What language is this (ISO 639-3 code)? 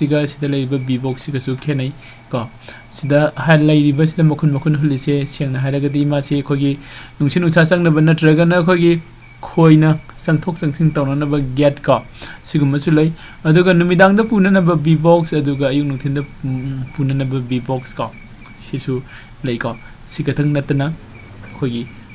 mni